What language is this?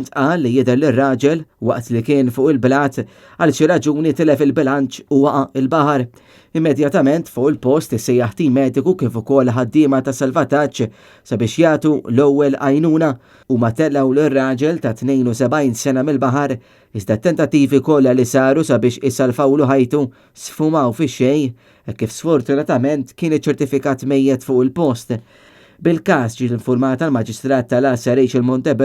Maltese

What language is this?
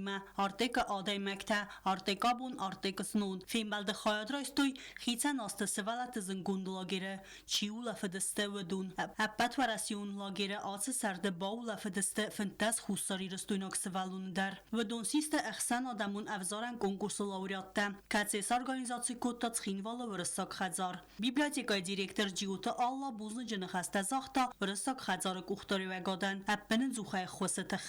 Ossetic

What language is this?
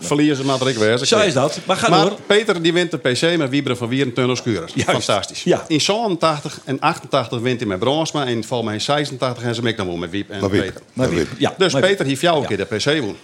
Western Frisian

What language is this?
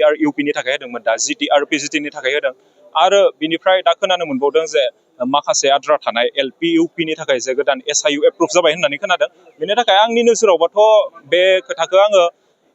Bodo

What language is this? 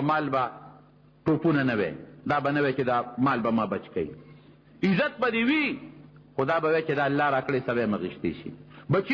Pashto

